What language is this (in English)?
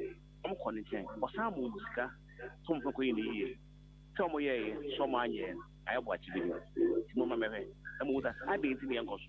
Akan